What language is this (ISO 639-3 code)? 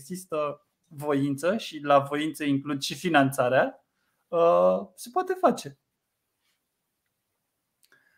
ron